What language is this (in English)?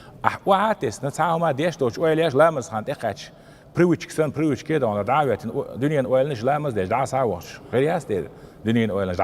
Chechen